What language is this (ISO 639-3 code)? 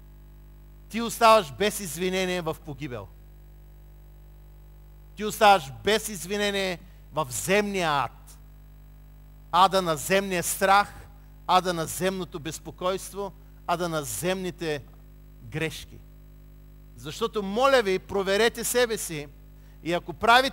bul